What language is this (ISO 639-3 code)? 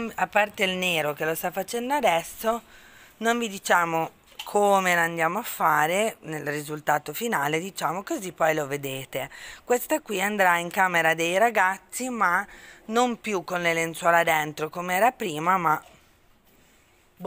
ita